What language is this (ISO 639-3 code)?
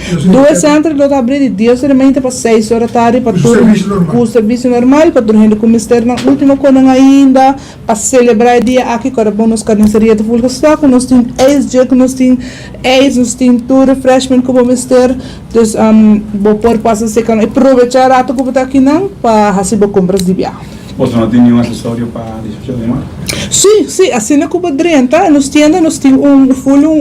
pap